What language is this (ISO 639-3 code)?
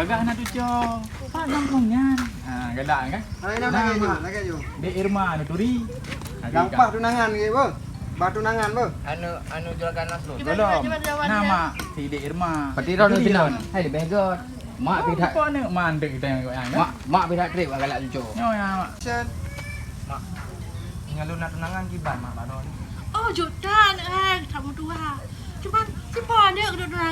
ace